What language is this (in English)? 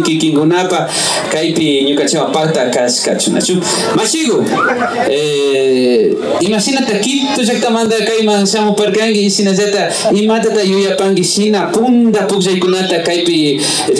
Imbabura Highland Quichua